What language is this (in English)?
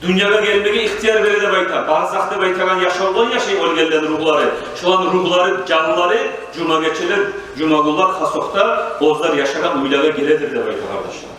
Kumyk